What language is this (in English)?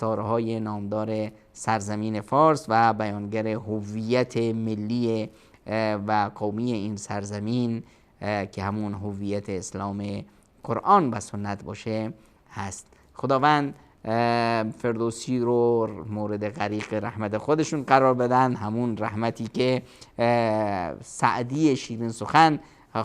Persian